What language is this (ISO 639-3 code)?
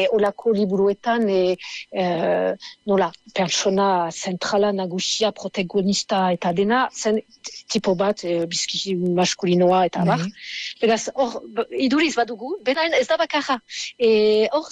eus